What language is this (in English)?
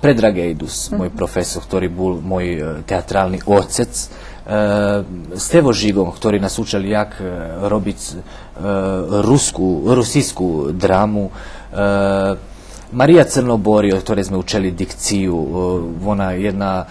Rusyn